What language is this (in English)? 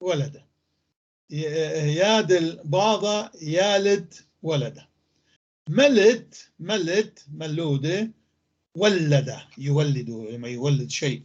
North Levantine Arabic